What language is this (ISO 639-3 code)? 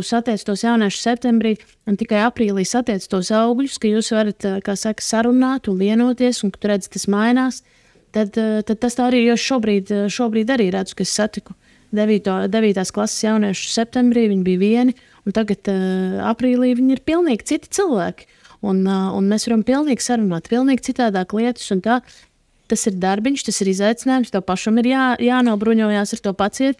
lav